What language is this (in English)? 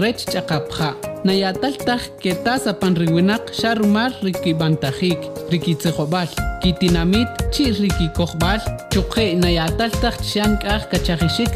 Kʼicheʼ